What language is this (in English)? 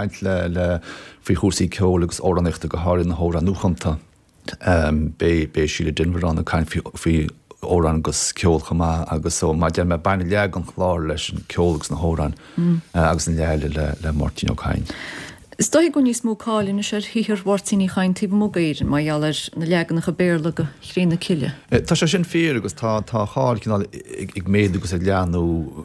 Irish